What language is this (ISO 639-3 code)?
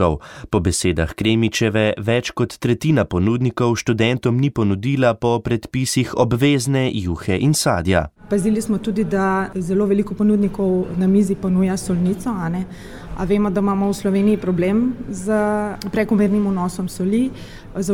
slv